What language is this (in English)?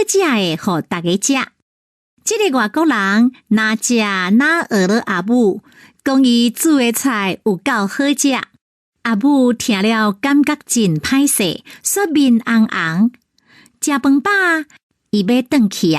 Min Nan Chinese